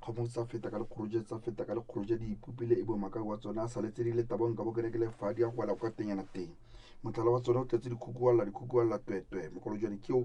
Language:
Tswana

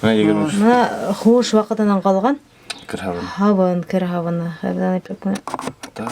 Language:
Bashkir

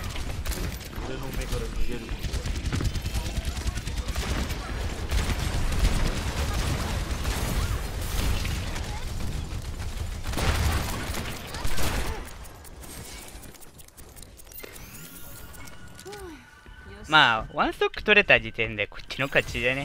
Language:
Japanese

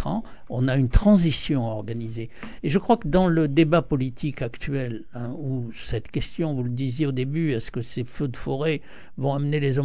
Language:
French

